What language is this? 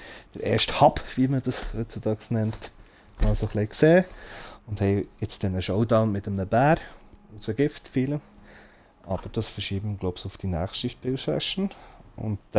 Swiss German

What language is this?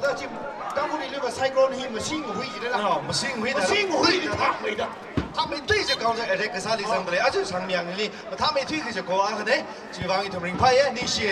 Tangkhul Naga (India)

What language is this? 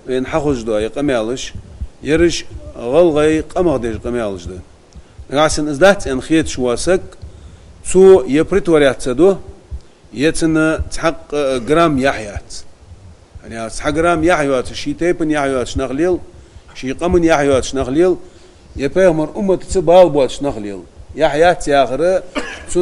Ingush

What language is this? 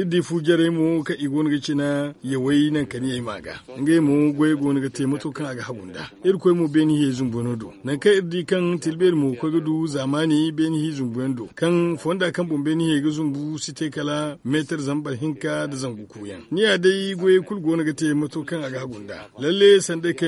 Zarma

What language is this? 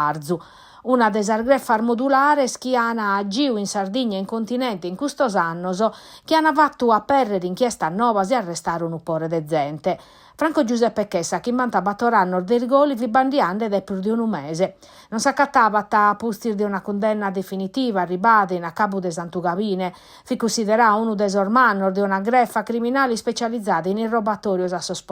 Sardinian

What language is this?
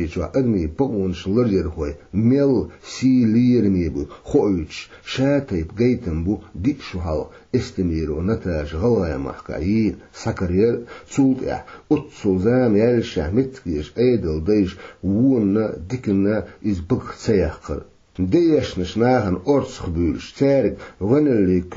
Chechen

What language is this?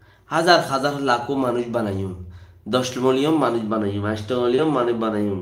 Rohingya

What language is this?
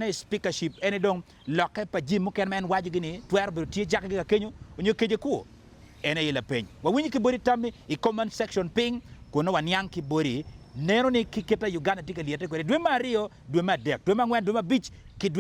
Acoli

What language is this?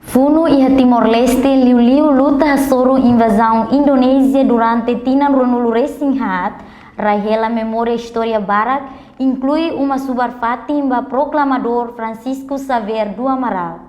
Tetum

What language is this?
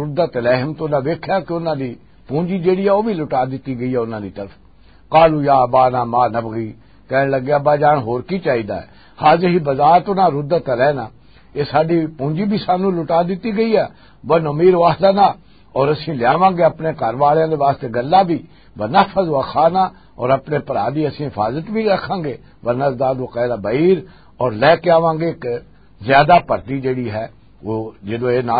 Western Panjabi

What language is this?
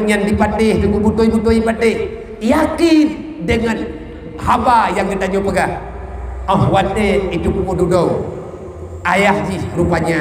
Achinese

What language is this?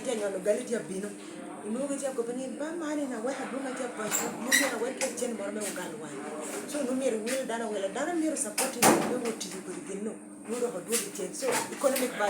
Lango (Uganda)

